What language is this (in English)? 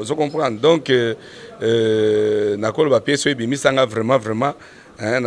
Lingala